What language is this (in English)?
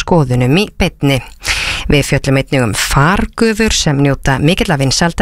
Icelandic